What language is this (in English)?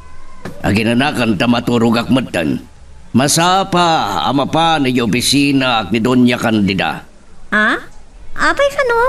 Iloko